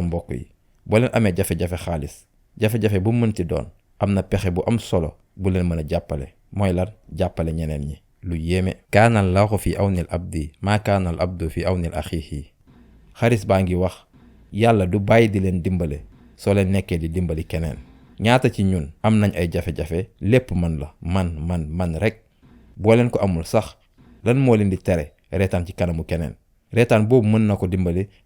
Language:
Wolof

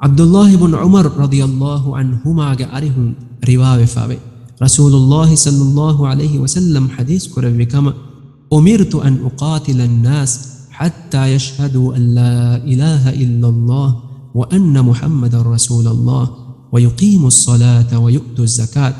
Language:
Divehi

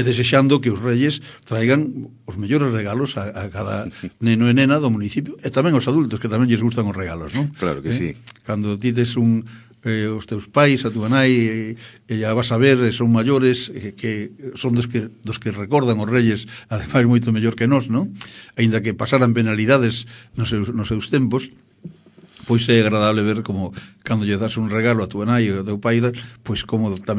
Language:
Galician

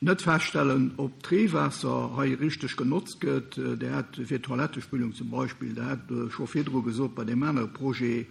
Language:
Luxembourgish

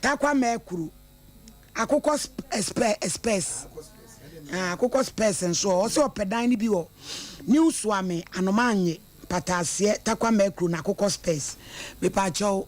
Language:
Akan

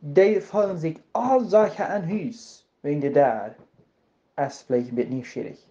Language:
Plautdietsch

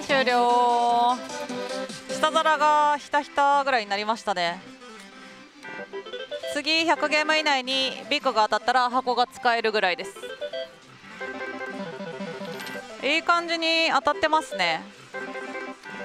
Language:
Japanese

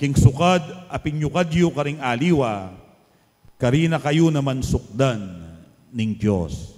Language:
Pampanga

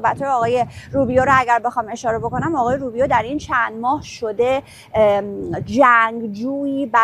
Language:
Persian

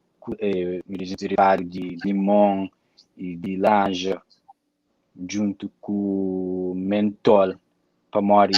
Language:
Kabuverdianu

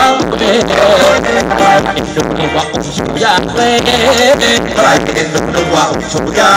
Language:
Thai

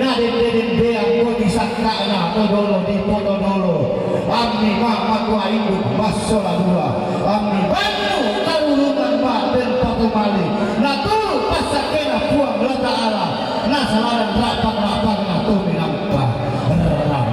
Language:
Toraja-Sa'dan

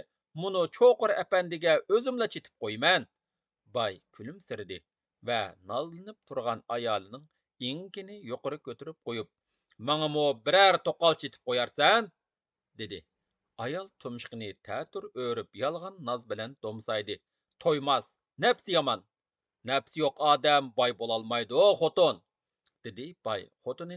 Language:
Uyghur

